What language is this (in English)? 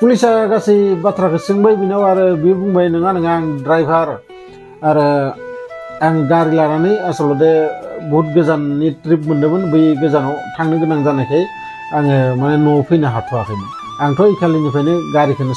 Bodo